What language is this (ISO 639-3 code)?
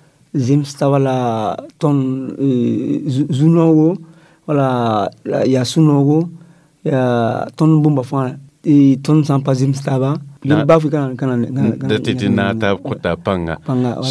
mos